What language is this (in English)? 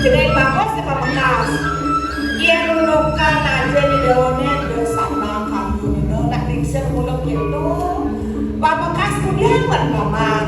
Balinese